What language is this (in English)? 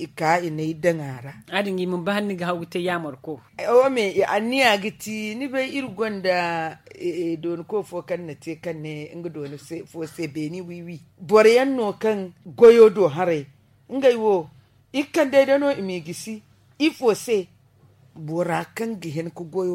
Zarma